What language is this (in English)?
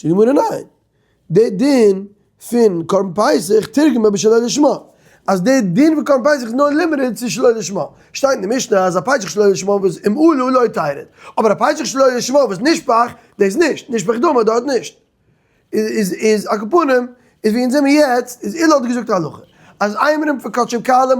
Yiddish